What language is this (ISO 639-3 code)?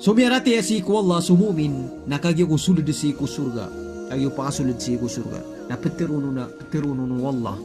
mrw